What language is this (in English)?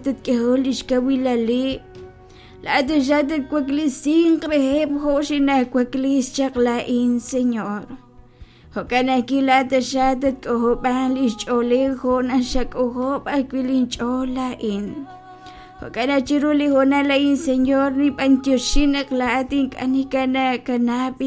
Kekchí